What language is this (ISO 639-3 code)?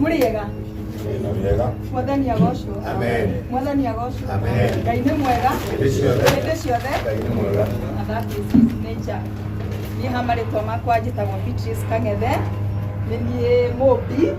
kik